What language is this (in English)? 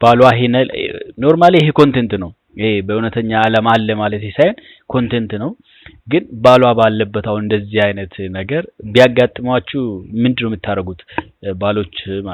Amharic